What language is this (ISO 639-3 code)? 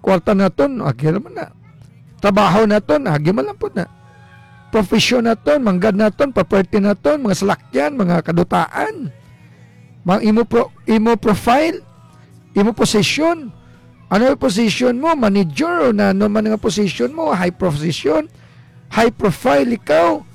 hil